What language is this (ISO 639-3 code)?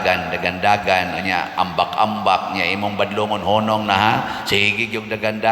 ceb